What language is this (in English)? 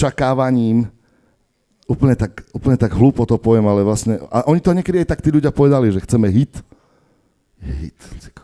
Slovak